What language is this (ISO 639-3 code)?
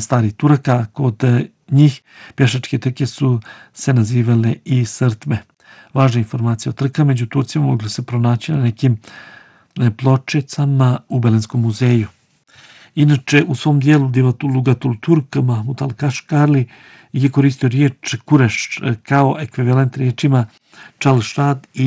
bos